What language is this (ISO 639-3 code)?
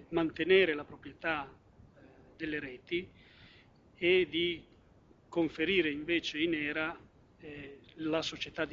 ita